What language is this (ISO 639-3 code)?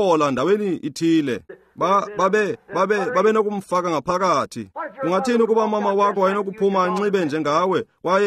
xho